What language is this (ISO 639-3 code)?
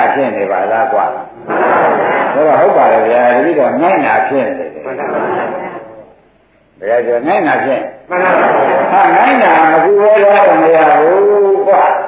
mya